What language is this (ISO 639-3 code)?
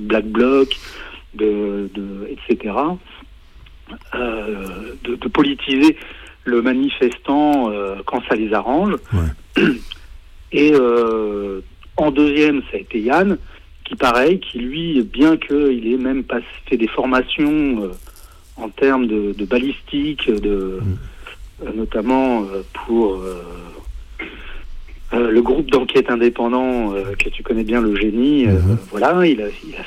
fra